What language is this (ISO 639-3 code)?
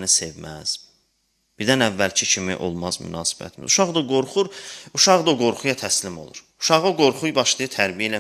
aze